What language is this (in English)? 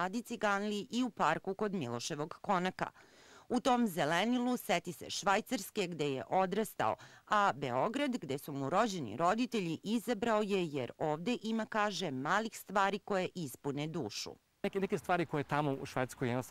Serbian